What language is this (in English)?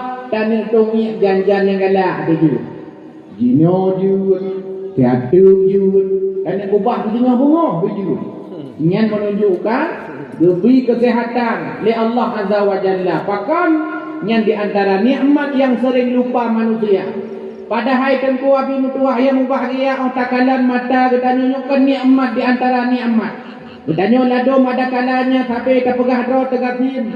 Achinese